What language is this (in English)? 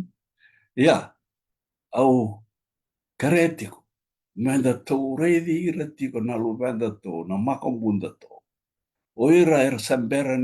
Fijian